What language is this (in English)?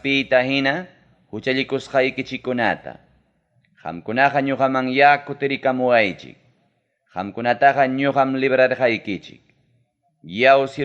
Ayacucho Quechua